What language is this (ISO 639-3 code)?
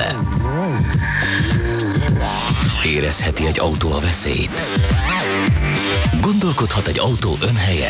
hun